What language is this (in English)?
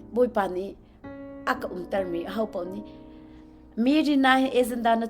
Hakha Chin